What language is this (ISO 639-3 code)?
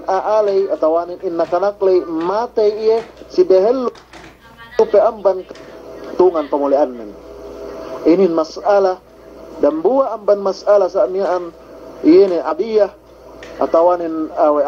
yka